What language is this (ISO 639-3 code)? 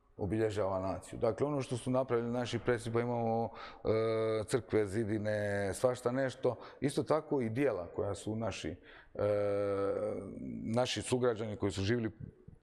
hrv